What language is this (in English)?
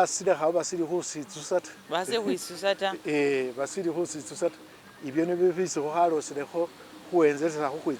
Masaaba